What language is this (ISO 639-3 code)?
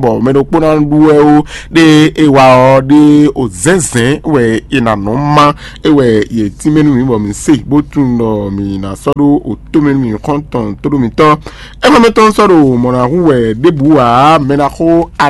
fon